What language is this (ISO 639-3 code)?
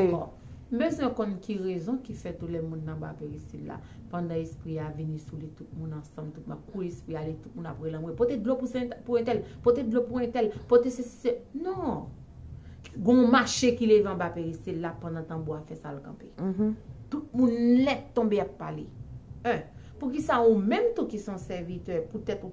hat